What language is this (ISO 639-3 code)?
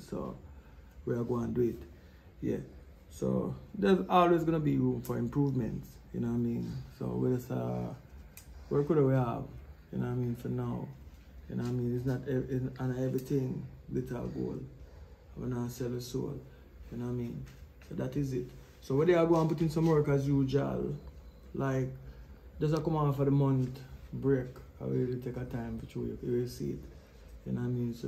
jam